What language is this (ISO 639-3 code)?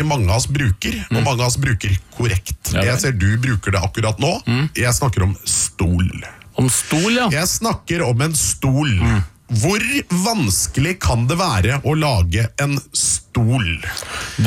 nor